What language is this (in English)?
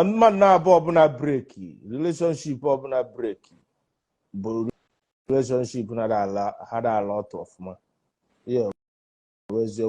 Igbo